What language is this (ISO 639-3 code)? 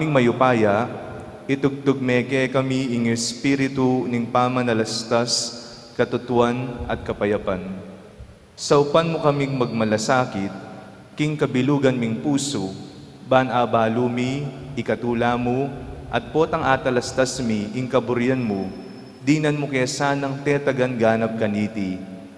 pam